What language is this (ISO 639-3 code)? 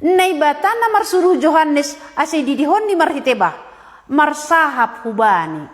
bts